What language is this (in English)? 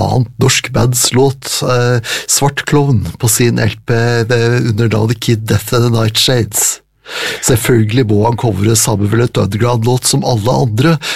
Norwegian